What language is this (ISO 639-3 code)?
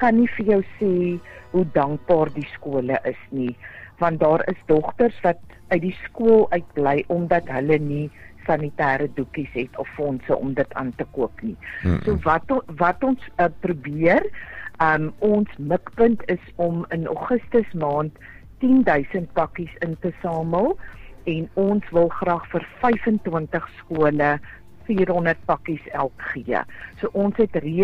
afr